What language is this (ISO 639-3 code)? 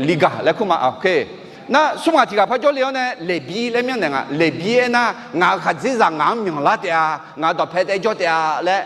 ahk